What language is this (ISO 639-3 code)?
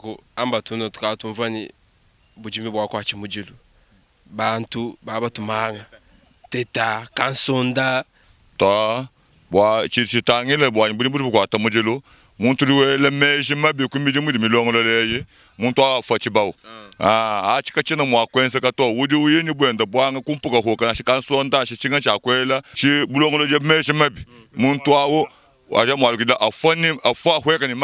lua